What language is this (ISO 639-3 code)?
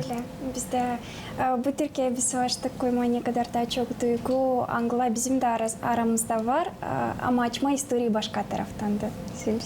gag